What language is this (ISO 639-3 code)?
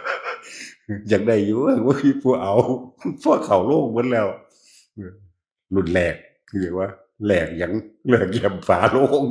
tts